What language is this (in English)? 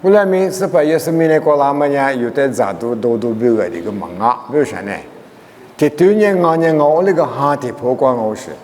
Lisu